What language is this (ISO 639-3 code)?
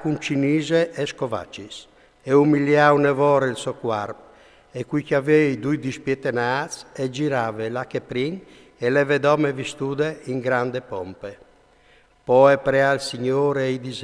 fur